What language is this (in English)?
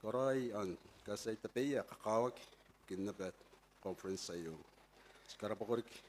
Gilbertese